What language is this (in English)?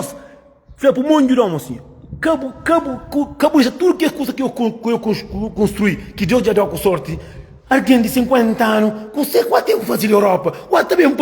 Kabuverdianu